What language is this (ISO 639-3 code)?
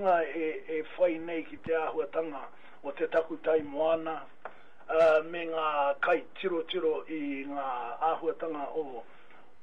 mri